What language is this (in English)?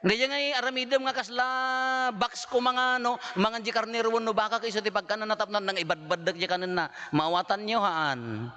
Iloko